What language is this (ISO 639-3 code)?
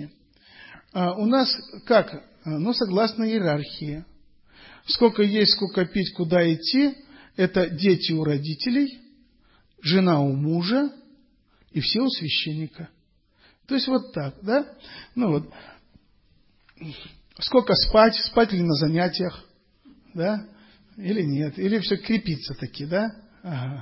rus